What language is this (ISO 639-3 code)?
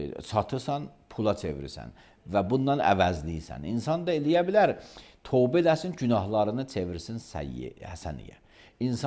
aze